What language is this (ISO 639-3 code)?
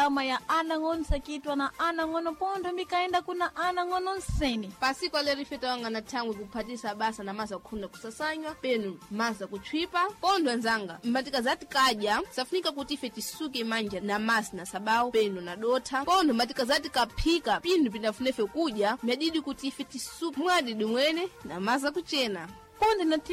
seh